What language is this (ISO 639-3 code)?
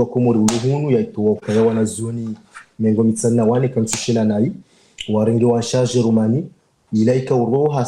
zdj